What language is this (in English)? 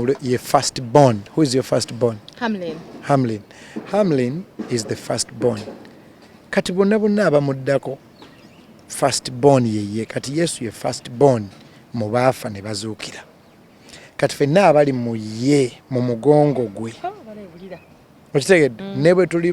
Ganda